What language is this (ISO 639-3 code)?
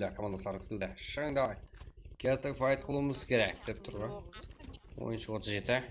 kaa